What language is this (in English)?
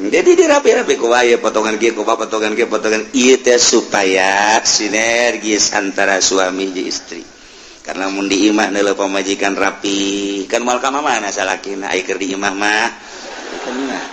Sundanese